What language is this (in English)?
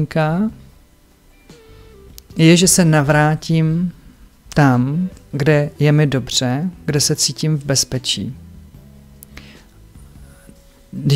Czech